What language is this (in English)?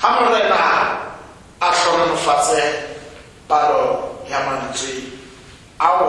Tswana